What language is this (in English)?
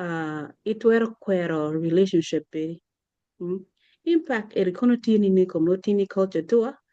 Acoli